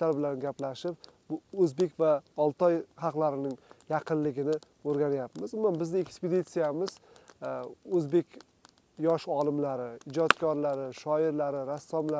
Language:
Uzbek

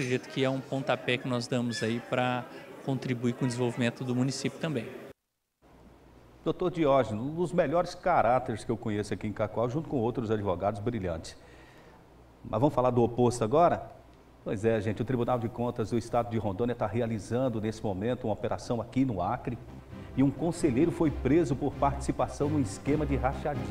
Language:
Portuguese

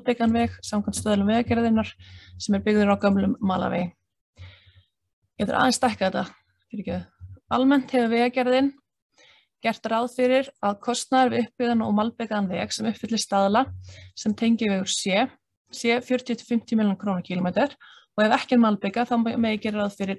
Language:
Icelandic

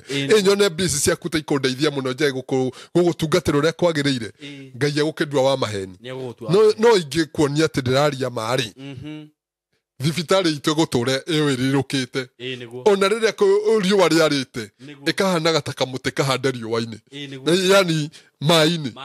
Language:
Kikuyu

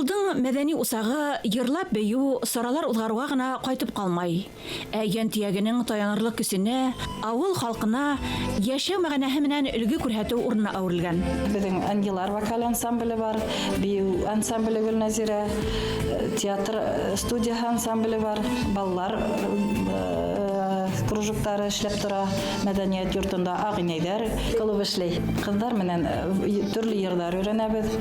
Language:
Bashkir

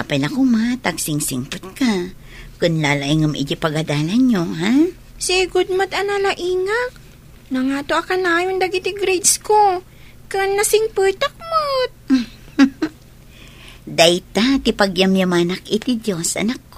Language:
Iloko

